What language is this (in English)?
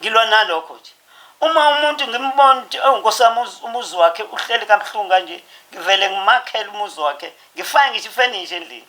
Zulu